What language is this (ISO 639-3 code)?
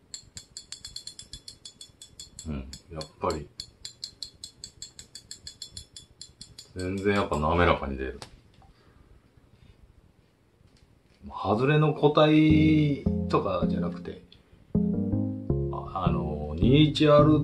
jpn